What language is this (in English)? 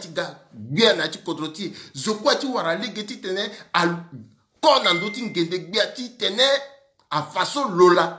Sango